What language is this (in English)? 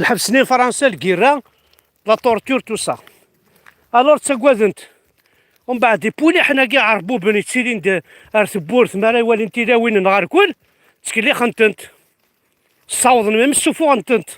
Kabyle